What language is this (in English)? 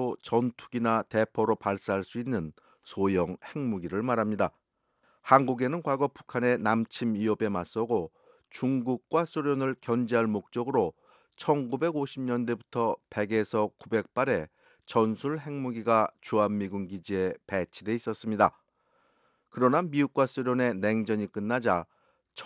Korean